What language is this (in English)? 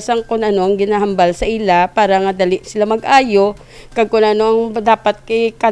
Hiligaynon